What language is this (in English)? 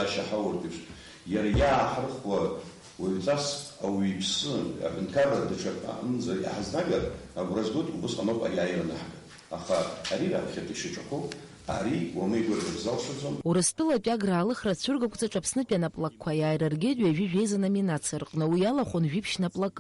Abkhazian